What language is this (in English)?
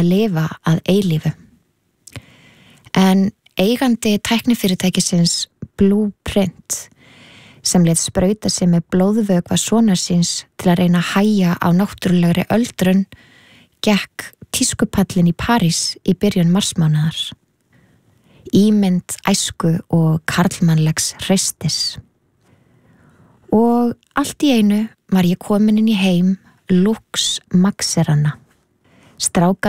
Icelandic